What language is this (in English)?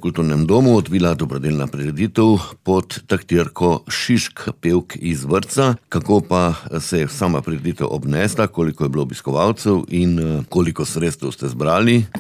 Slovenian